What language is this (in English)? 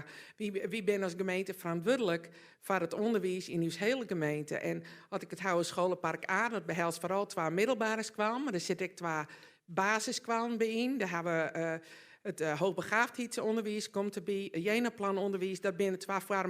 Western Frisian